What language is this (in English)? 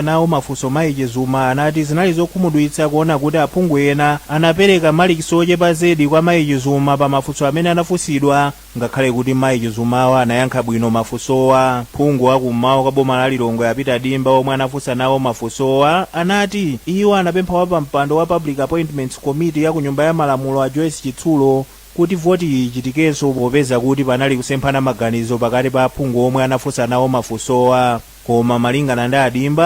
Nyanja